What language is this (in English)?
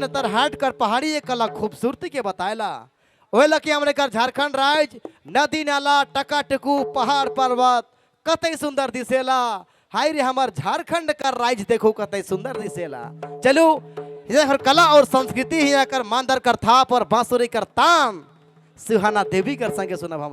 Sadri